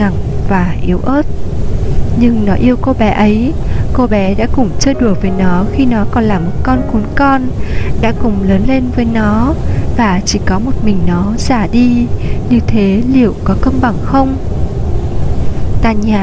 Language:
Vietnamese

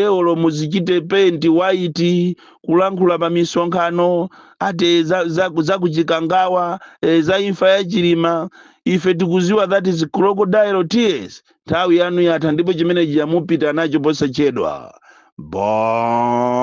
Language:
Nyanja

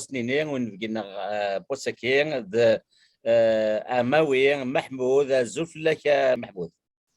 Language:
Kabyle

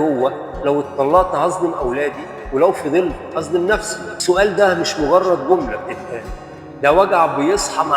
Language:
Egyptian Arabic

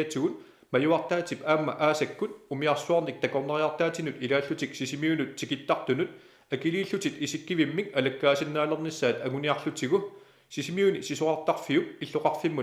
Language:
Kalaallisut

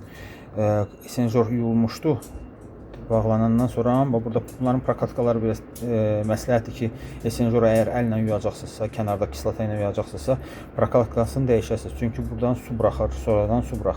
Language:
Azerbaijani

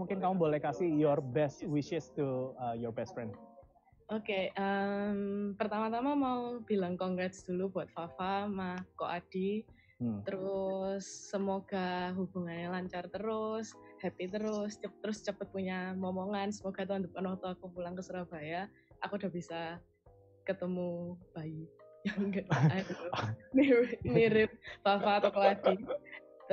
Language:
Indonesian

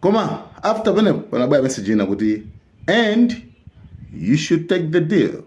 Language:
Nyanja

